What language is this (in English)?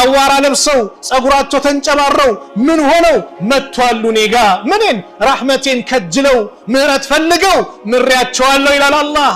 Amharic